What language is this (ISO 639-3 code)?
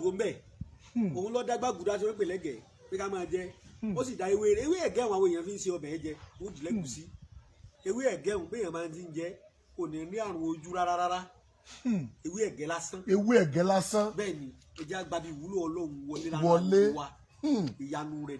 yor